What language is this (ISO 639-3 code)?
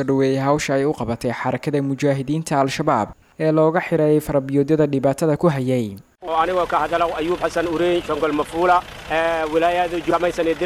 som